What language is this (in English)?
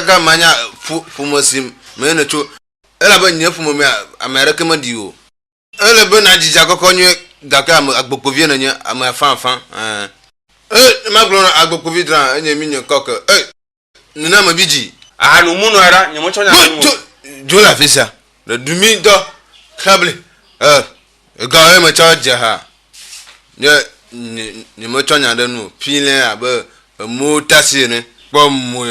Ewe